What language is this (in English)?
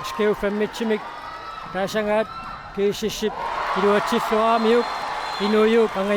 Kalaallisut